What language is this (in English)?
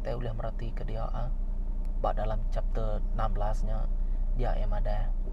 Iban